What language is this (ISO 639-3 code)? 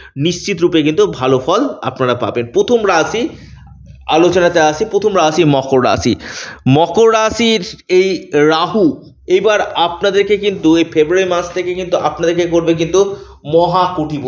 ben